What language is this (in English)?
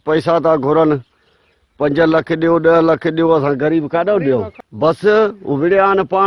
Sindhi